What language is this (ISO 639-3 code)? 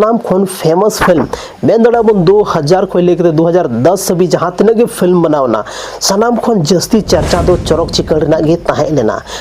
sat